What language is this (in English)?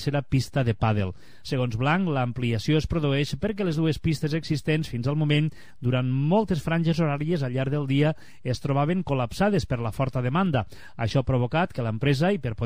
Catalan